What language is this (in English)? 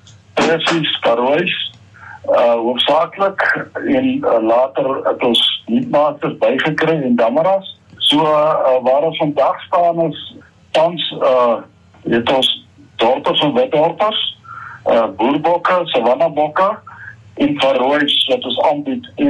Afrikaans